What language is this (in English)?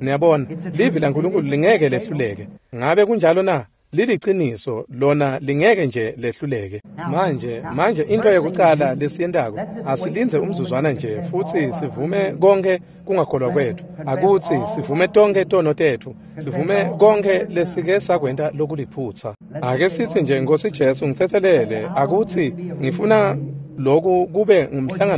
Swati